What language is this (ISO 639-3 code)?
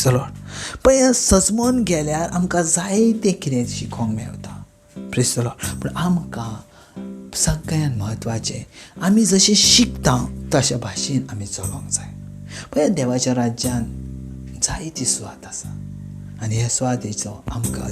kok